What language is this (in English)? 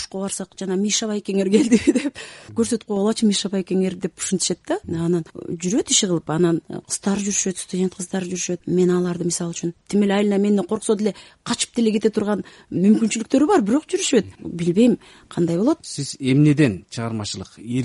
Kyrgyz